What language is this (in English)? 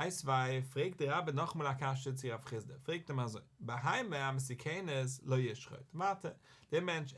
Yiddish